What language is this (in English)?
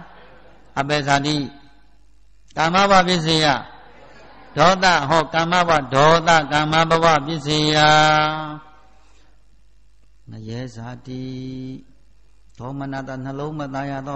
Burmese